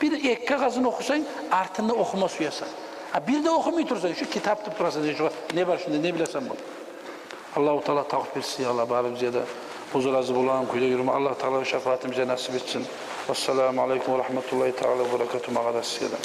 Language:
Kumyk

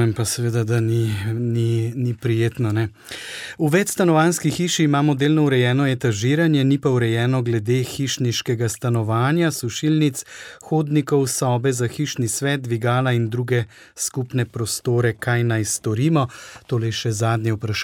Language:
Slovenian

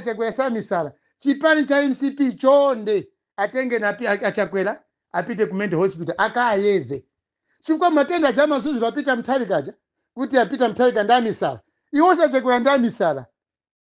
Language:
Nyanja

